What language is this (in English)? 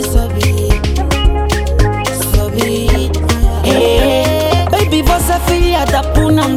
Portuguese